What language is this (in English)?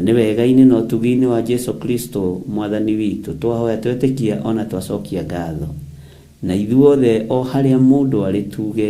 Kikuyu